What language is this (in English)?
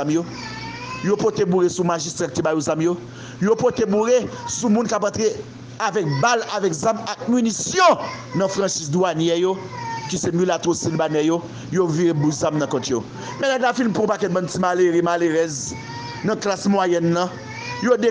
Haitian Creole